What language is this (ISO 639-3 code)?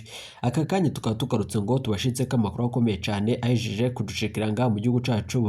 run